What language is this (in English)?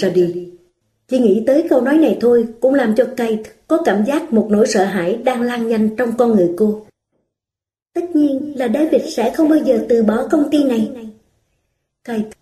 Vietnamese